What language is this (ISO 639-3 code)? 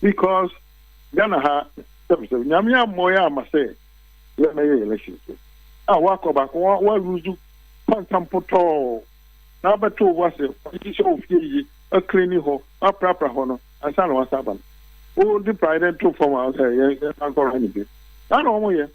aka